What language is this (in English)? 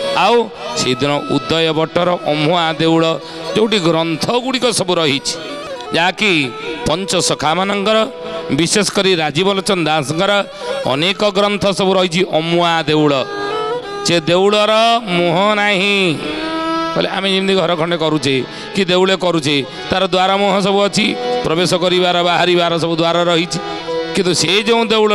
Odia